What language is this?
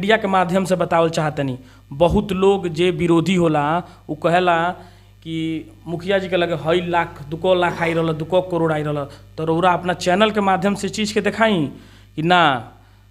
Bhojpuri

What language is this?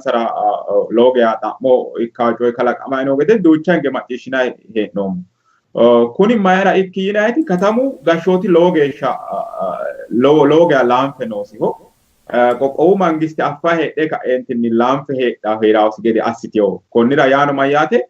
Sidamo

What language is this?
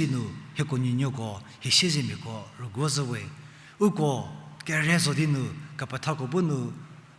Angami Naga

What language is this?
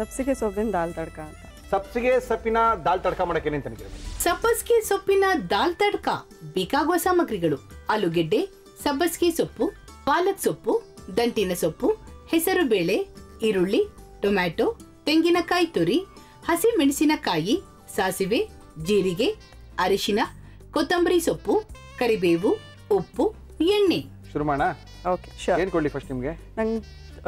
Kannada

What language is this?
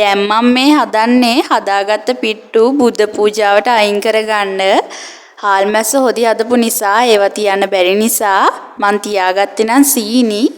Sinhala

